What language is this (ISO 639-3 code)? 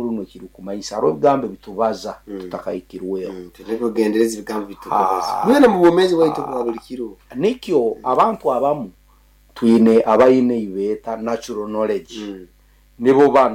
nyo